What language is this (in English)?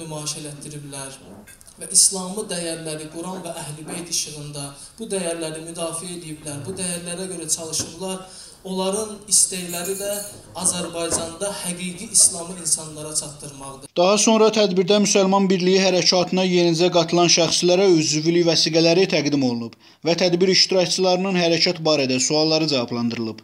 Azerbaijani